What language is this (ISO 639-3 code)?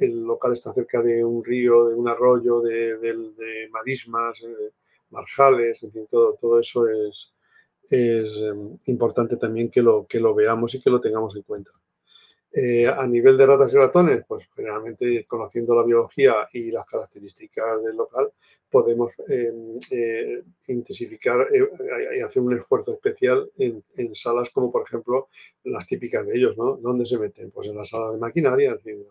spa